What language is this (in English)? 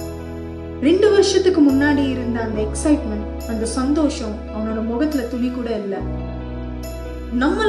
Tamil